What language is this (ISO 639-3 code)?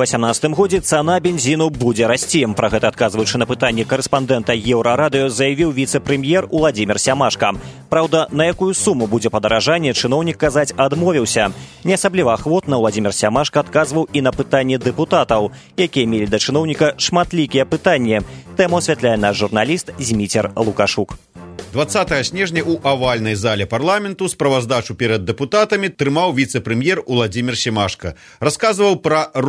bel